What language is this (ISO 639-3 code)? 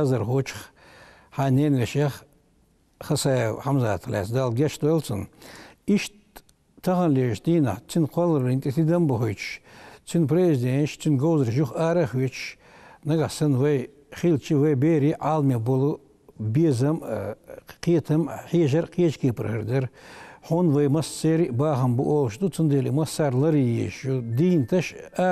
che